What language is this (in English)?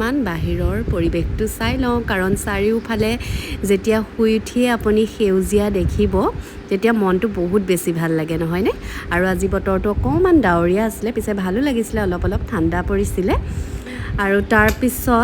Assamese